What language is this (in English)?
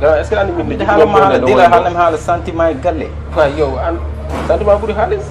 Fula